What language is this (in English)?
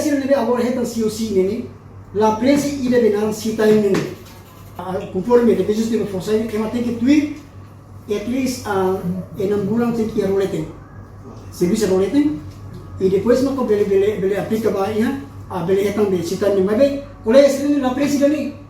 Tetum